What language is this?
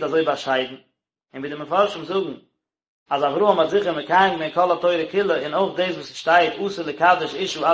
Yiddish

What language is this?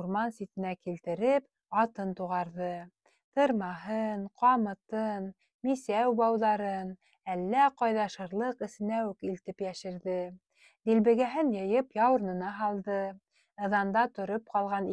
Bashkir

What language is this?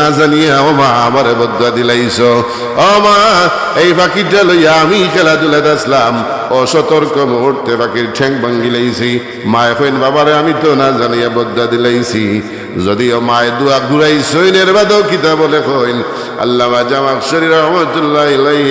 Sylheti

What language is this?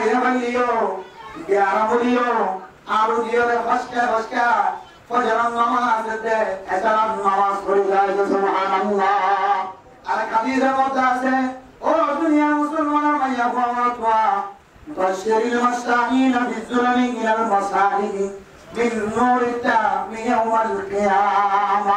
Rohingya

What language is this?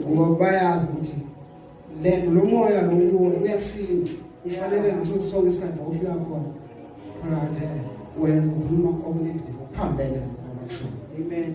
Zulu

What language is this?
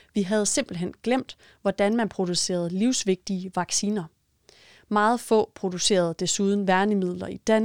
Danish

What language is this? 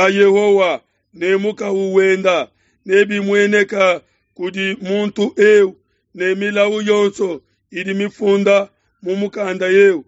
Luba-Lulua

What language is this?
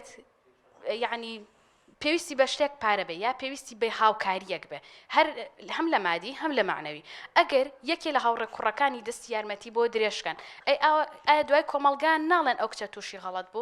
Central Kurdish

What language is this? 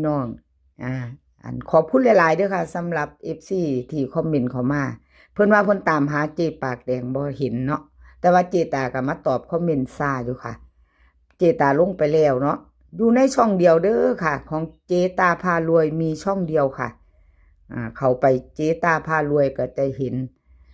Northeastern Thai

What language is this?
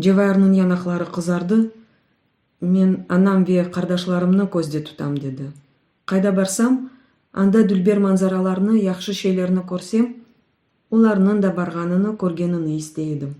Crimean Tatar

